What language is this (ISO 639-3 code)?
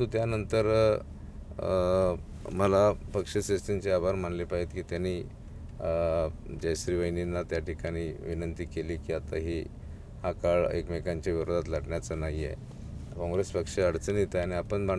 mar